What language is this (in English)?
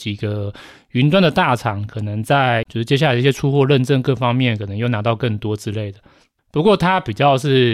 Chinese